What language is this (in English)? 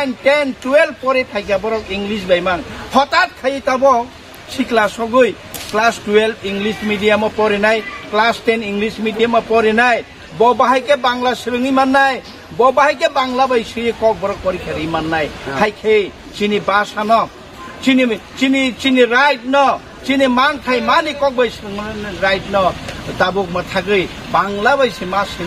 Kok Borok